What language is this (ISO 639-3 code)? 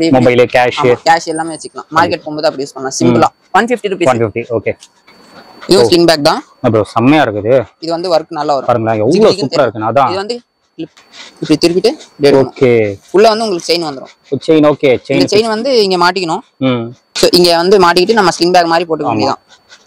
tam